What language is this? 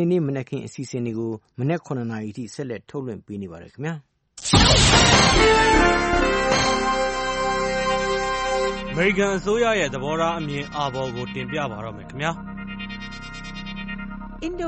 Burmese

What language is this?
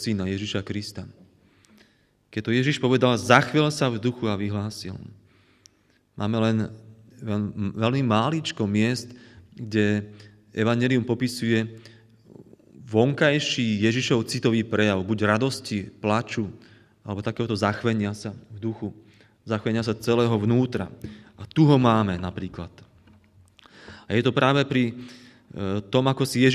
Slovak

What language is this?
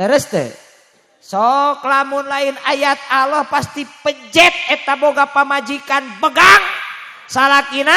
Sundanese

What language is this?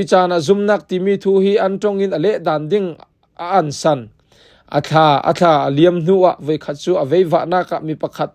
Falam Chin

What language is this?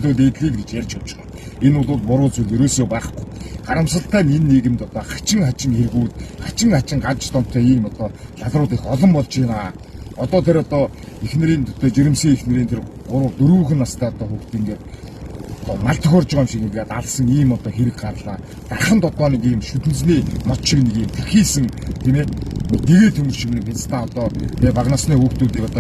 Mongolian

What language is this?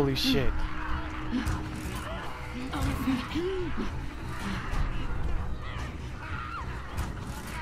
English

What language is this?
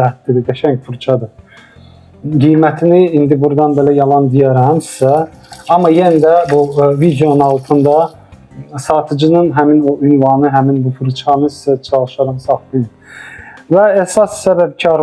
Azerbaijani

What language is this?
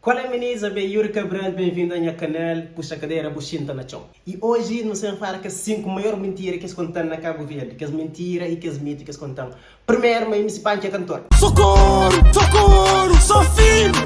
Kabuverdianu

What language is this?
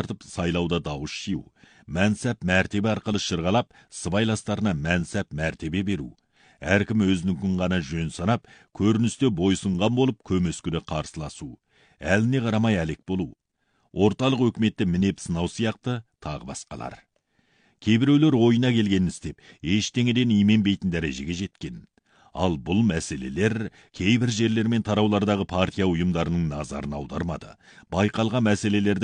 Kazakh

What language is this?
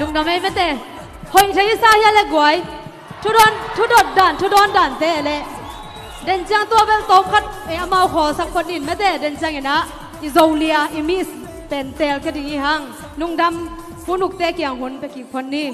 Tedim Chin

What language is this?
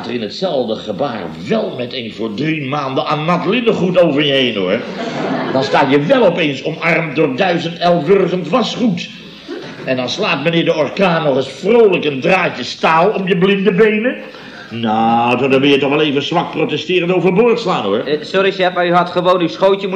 Dutch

